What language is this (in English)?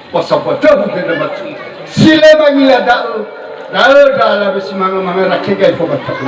Nias